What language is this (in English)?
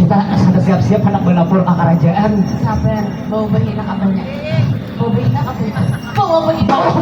Banjar